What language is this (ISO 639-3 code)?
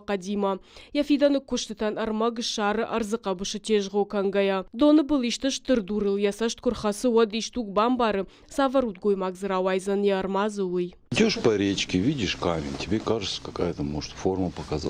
oss